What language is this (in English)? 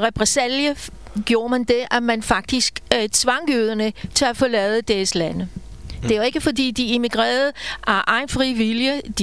Danish